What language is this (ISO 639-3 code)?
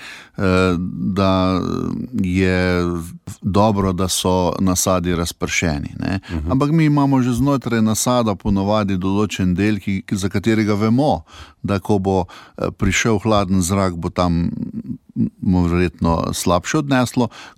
slv